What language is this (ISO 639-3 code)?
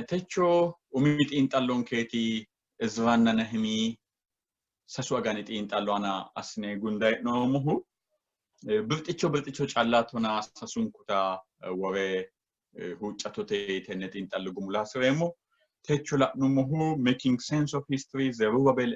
sid